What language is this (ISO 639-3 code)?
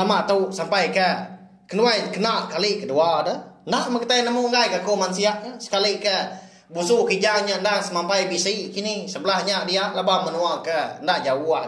iba